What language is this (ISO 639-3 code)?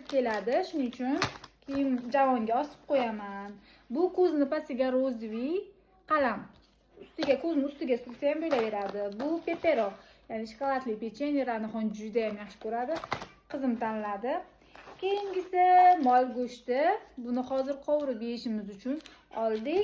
uzb